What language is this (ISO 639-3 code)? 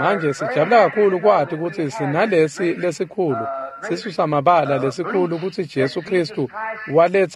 ssw